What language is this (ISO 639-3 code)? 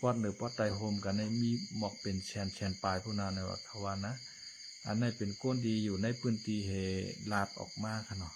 shn